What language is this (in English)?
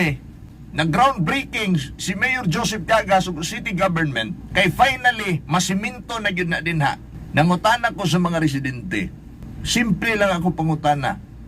Cebuano